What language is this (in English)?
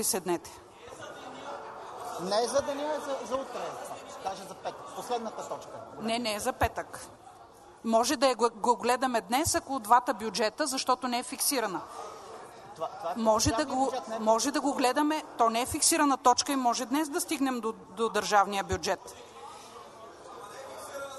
Bulgarian